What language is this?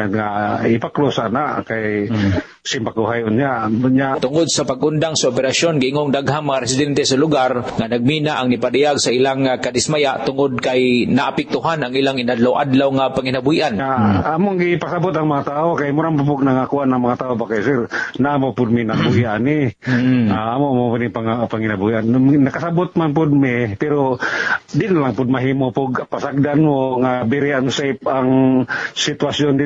Cebuano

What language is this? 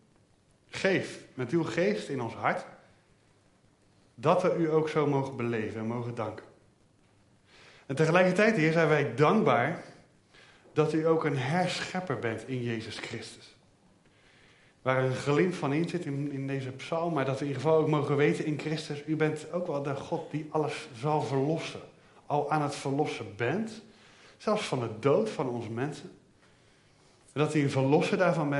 Dutch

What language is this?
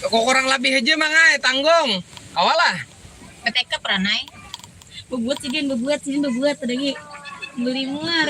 Banjar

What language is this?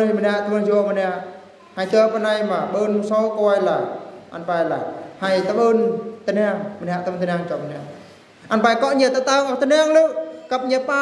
Eastern Bru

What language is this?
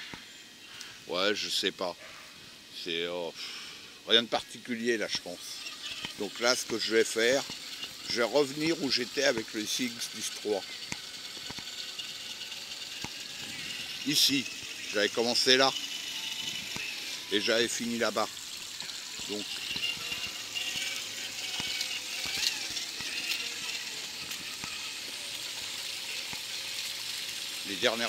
French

